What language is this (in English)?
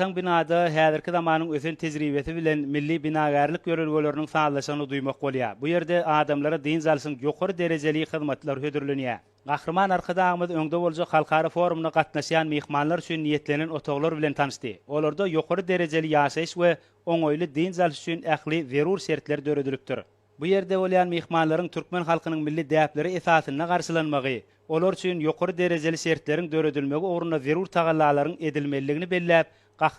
Turkmen